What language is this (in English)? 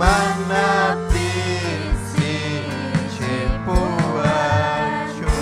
Ayacucho Quechua